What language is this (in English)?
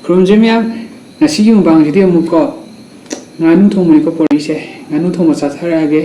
Manipuri